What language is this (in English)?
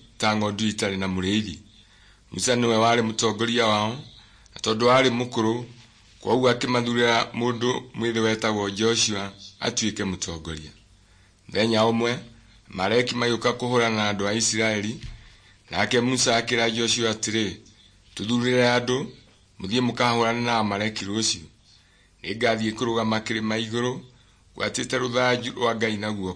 Kikuyu